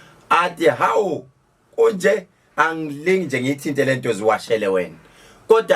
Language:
Zulu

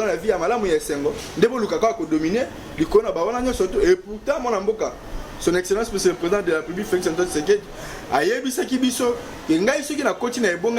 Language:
Lingala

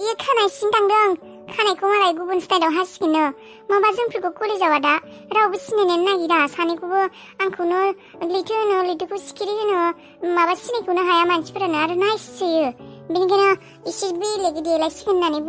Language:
Bodo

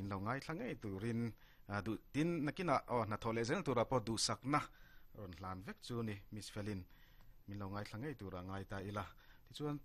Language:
Mizo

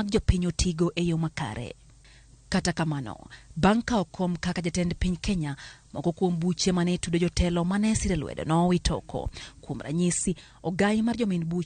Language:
Luo (Kenya and Tanzania)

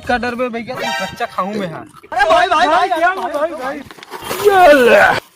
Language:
Chhattisgarhi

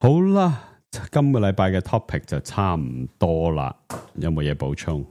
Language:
Cantonese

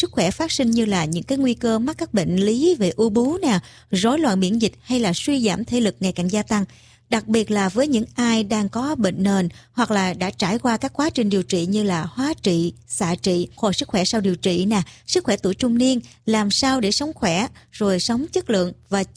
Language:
Vietnamese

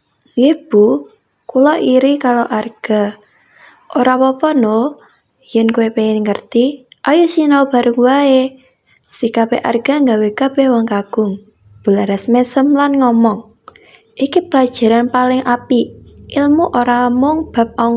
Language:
Javanese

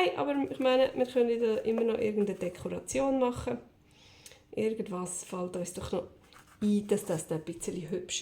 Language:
Swiss German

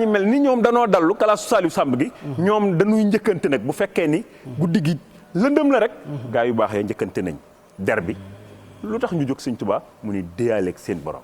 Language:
Wolof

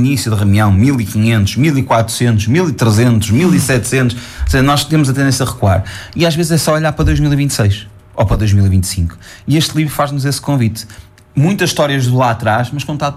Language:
Portuguese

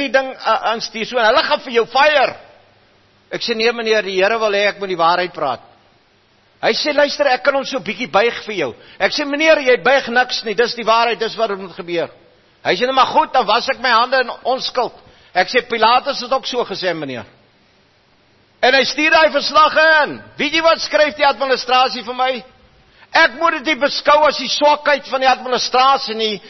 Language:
Afrikaans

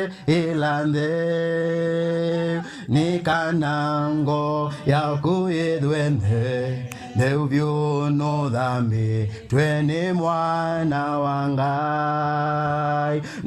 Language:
Kamba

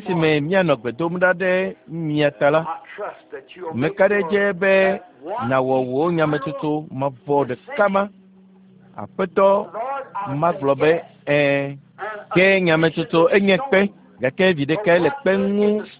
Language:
Ewe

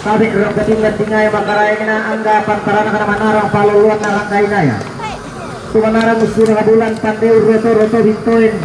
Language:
Toraja-Sa'dan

